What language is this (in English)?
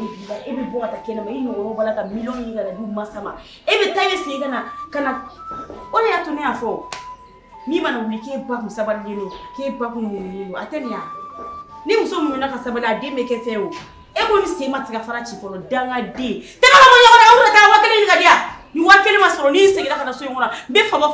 Bambara